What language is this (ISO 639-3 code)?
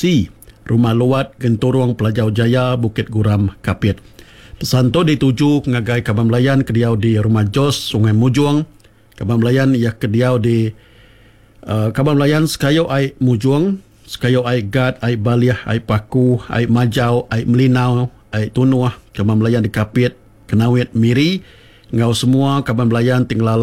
iba